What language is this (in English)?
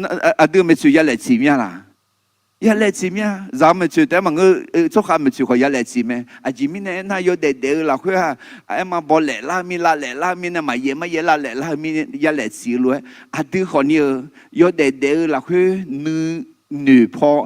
Akha